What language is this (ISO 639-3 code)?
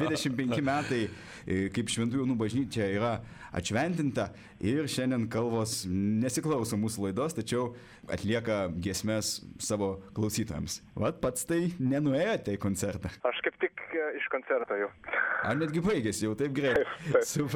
lit